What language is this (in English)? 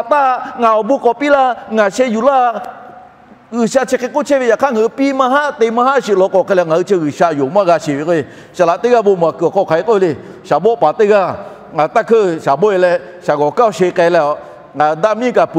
Lahu